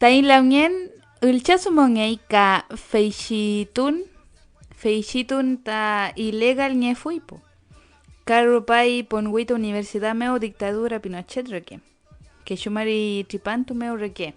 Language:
Mapuche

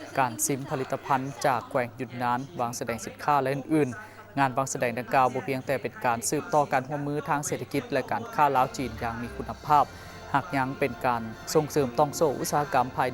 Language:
Lao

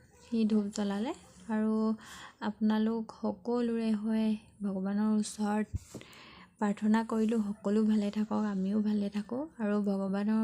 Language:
Assamese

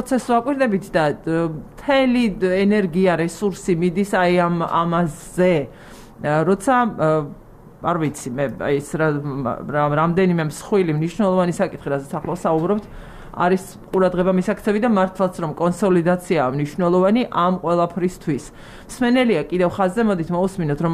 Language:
Georgian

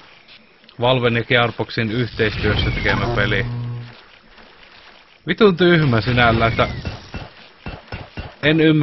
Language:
Finnish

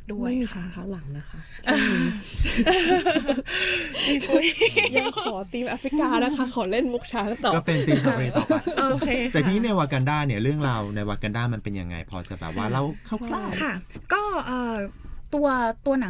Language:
Thai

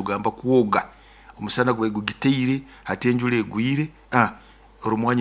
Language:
Nyoro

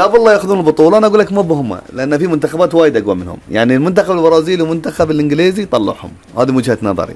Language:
Gulf Arabic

